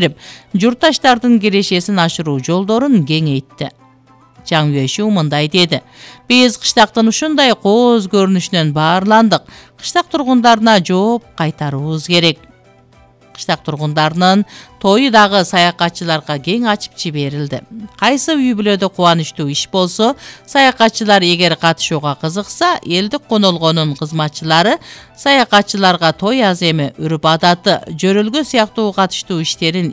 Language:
Kyrgyz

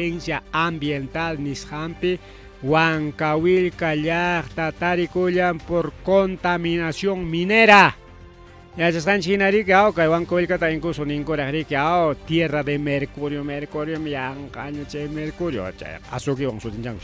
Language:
Ayacucho Quechua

